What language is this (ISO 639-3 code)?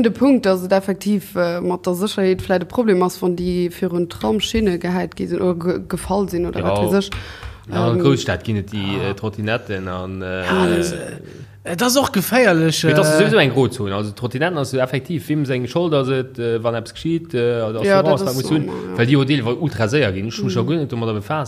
ltz